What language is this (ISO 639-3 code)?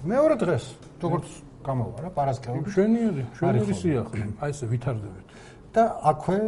kat